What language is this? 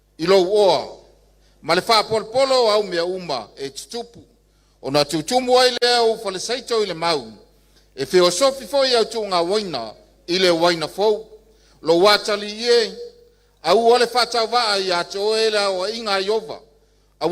Samoan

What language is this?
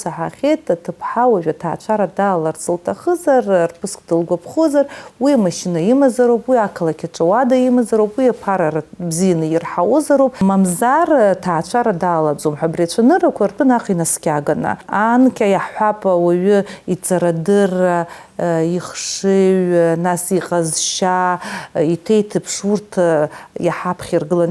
Abkhazian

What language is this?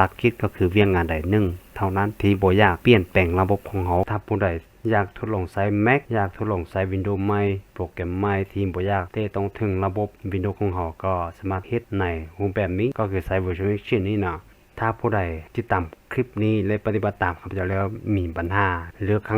Lao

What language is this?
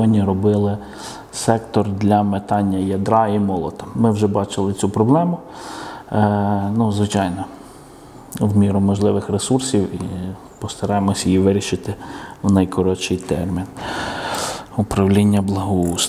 Ukrainian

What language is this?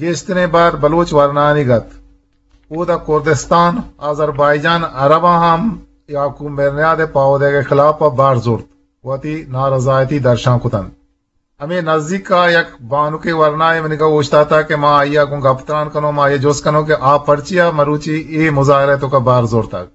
Eastern Balochi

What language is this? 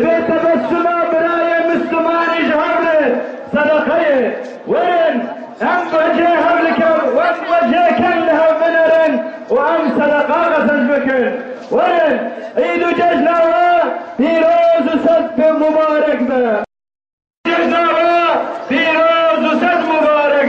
Kurdish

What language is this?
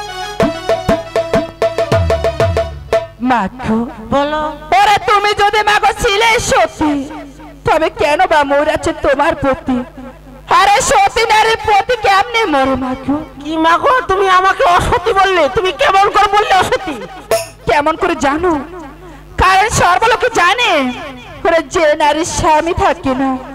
Bangla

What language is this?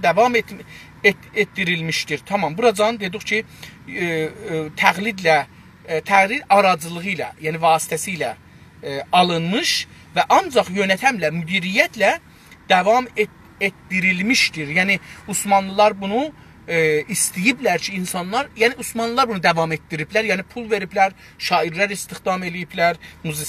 South Azerbaijani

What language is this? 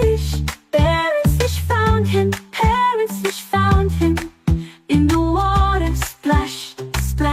Tswana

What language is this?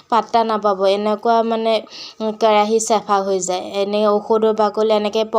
Assamese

